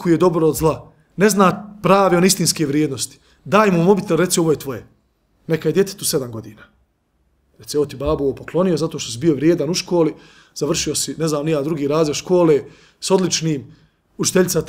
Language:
Bosnian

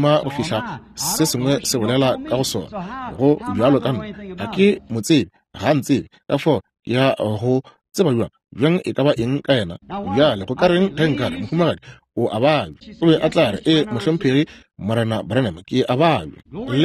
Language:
Northern Sotho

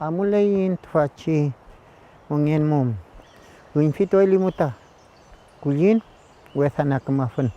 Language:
Mapuche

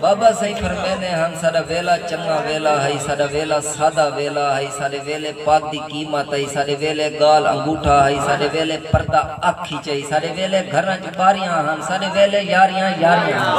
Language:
Saraiki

